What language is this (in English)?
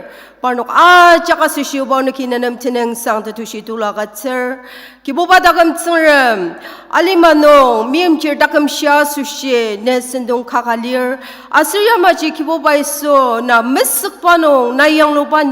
Ao Naga